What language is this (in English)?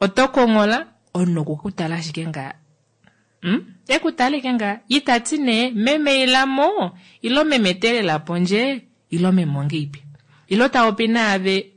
Kuanyama